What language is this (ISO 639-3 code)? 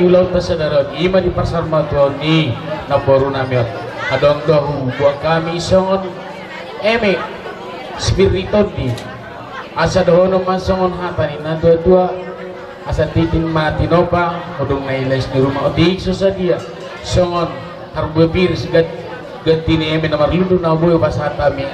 bbc